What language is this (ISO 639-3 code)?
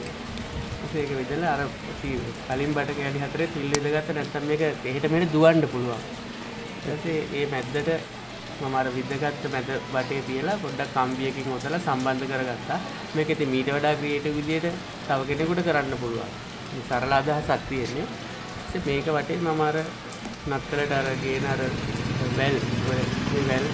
sin